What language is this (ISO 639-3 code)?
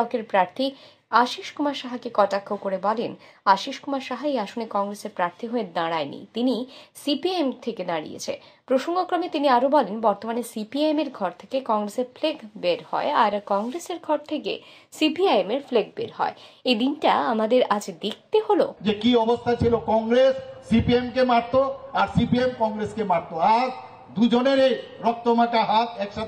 ben